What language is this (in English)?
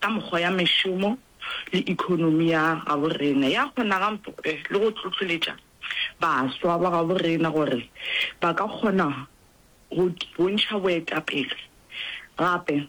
Northern Sotho